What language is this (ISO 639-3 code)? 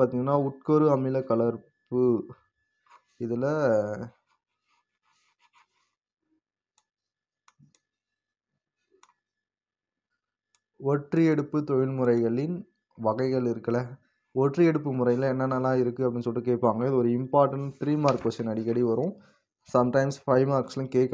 tam